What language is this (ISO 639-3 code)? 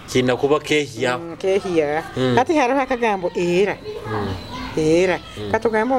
nyo